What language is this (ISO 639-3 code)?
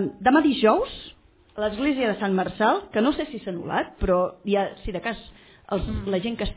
cat